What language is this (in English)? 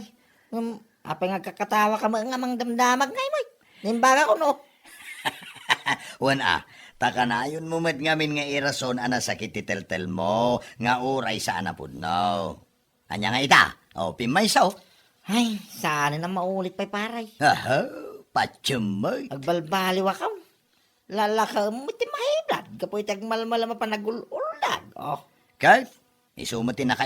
Iloko